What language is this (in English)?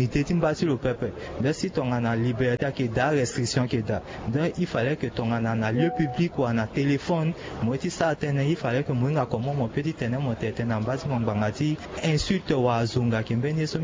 Sango